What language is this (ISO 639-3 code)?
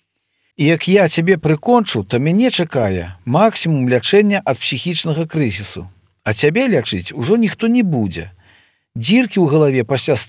bel